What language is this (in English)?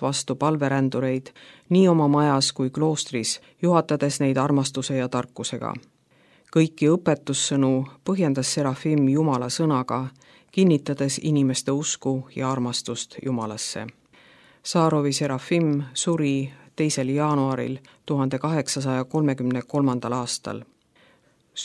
Estonian